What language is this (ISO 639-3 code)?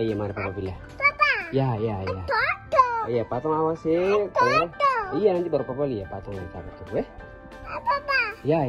abs